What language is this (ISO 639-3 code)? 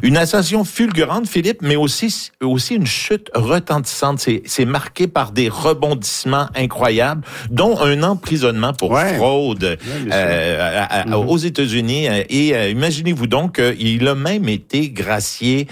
fra